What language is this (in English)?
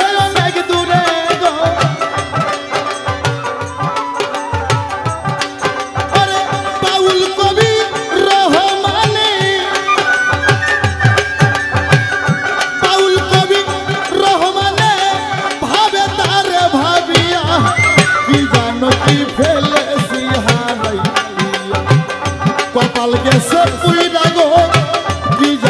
Bangla